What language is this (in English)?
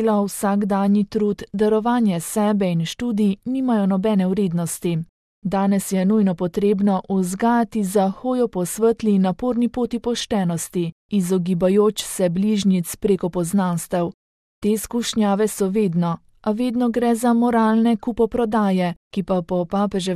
Slovenian